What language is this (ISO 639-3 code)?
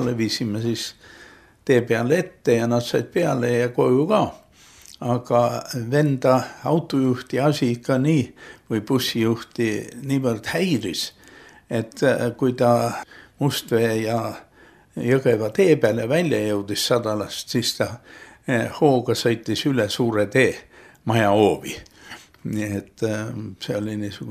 est